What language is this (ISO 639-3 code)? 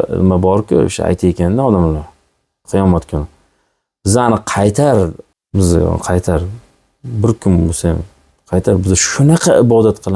uzb